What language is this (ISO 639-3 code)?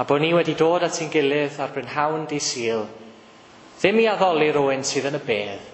cym